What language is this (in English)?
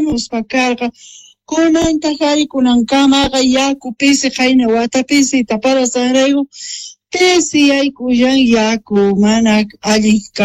Quechua